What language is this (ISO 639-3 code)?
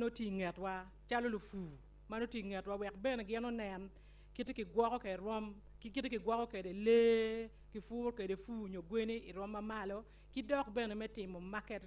ach